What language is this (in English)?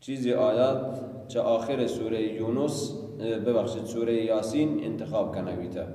Baluchi